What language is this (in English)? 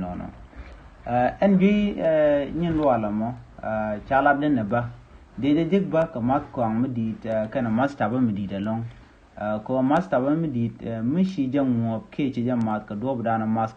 Nuer